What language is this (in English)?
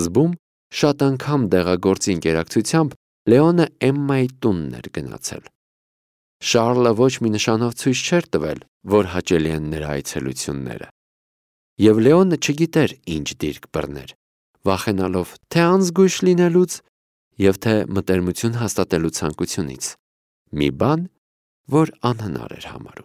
Armenian